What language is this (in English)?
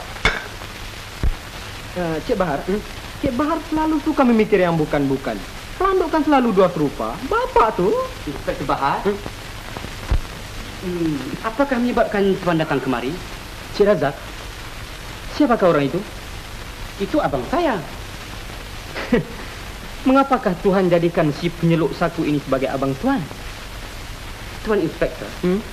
Malay